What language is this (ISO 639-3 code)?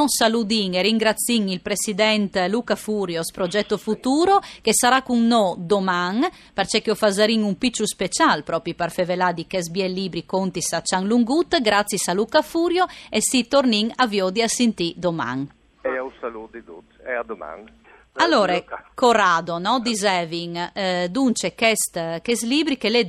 fur